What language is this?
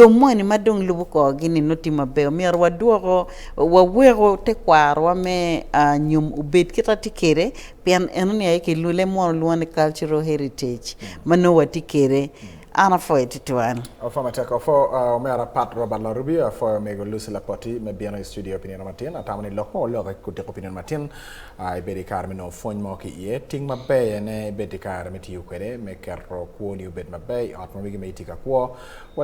Acoli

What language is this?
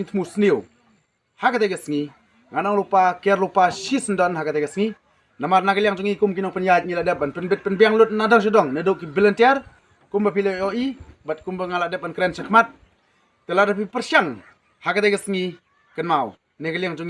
Khasi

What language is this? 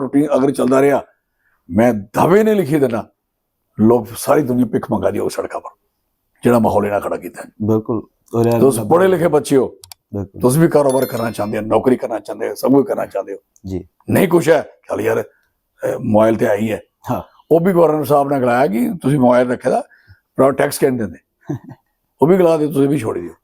Dogri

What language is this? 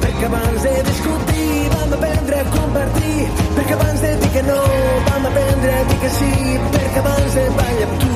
Catalan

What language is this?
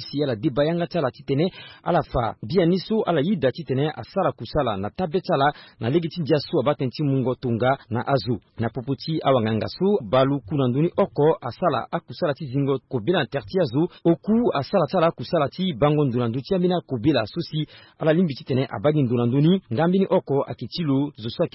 Sango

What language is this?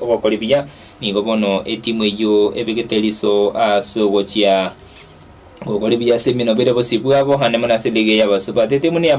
Gusii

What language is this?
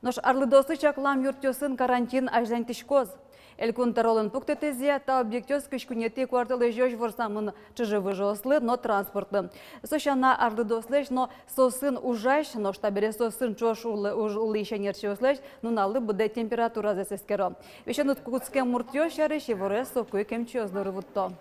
Udmurt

